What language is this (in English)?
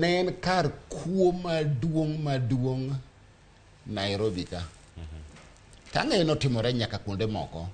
Luo (Kenya and Tanzania)